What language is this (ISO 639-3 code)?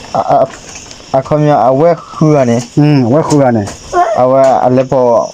ksw